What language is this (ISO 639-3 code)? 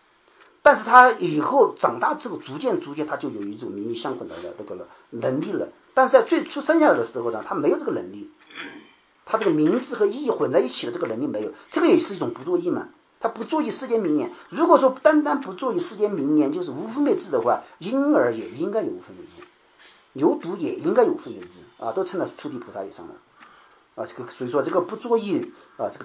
zho